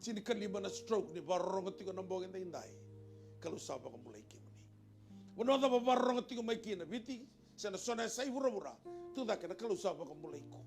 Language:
Fijian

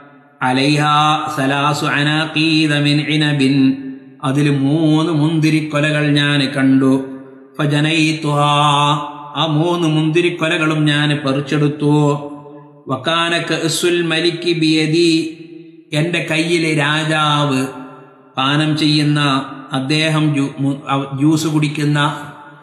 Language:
Malayalam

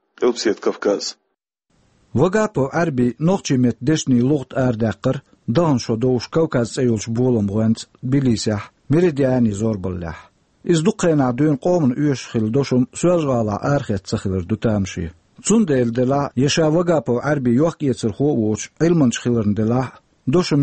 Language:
Chechen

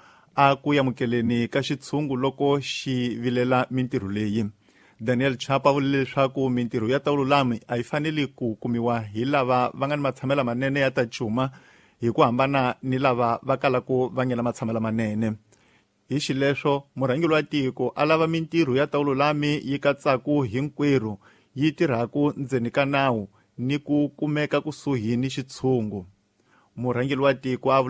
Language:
Tsonga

